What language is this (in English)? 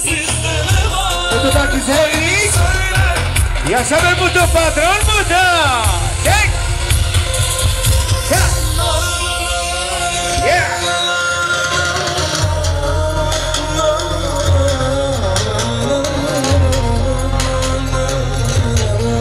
Turkish